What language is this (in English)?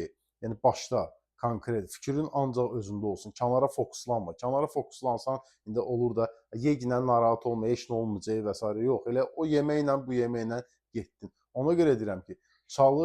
Azerbaijani